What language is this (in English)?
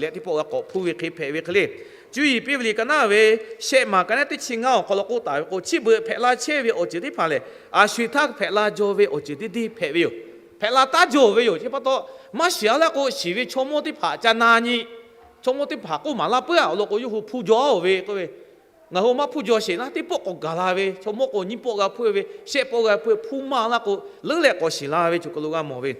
Lahu